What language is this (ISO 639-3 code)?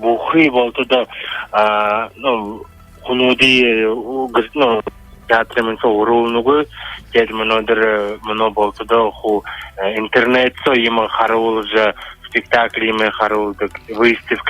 bua